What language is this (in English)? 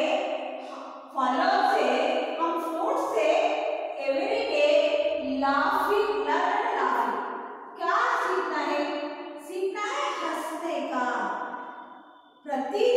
Kannada